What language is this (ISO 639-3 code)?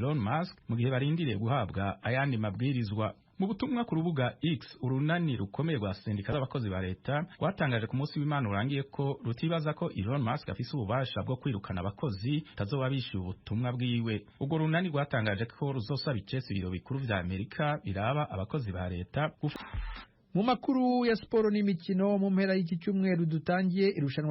run